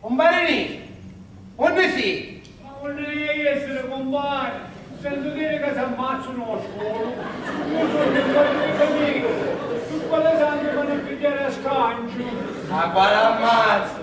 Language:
Sicilian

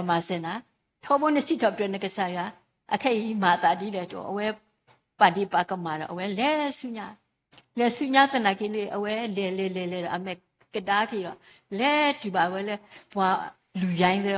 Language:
S'gaw Karen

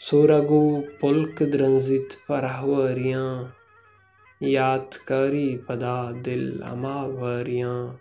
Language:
Baluchi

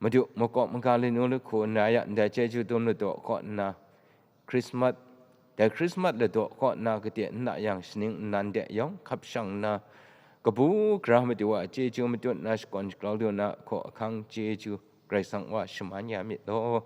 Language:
Kachin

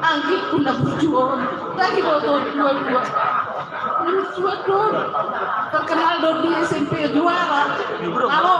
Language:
Batak Toba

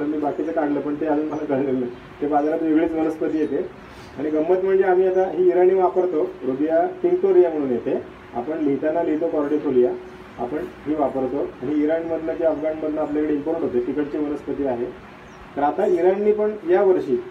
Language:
Marathi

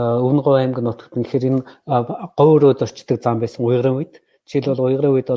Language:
Mongolian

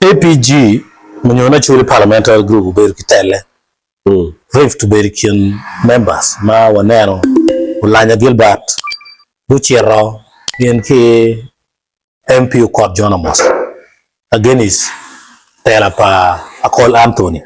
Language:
Acoli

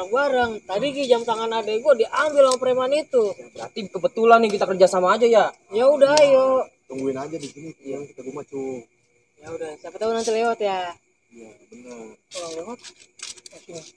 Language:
Betawi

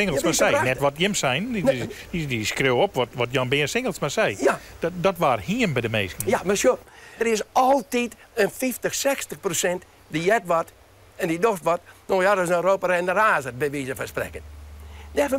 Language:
Western Frisian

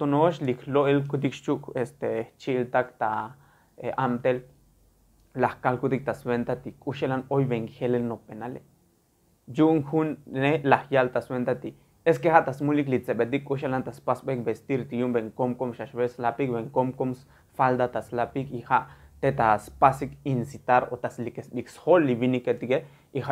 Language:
Tzotzil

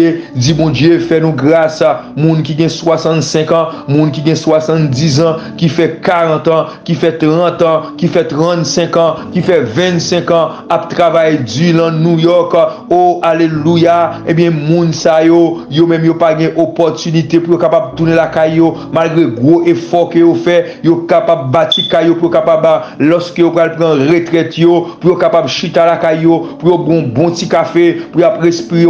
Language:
Haitian Creole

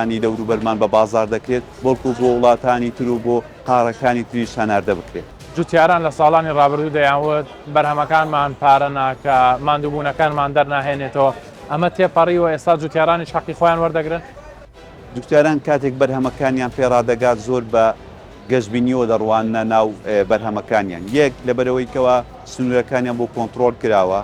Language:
Central Kurdish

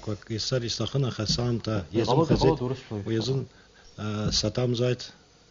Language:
Abkhazian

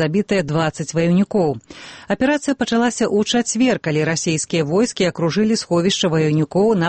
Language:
Belarusian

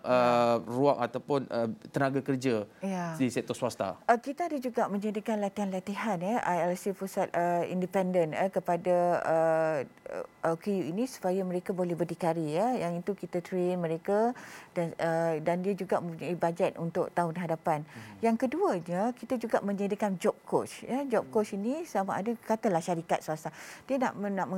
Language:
Malay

